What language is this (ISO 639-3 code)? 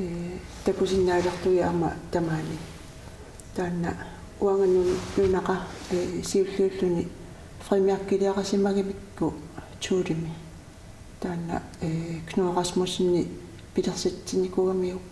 kal